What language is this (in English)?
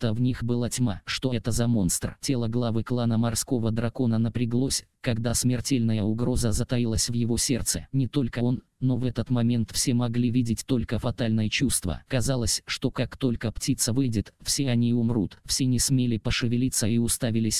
Russian